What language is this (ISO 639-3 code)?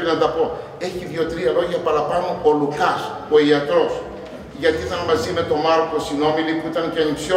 ell